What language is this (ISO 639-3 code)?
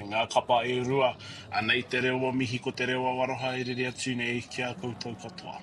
mri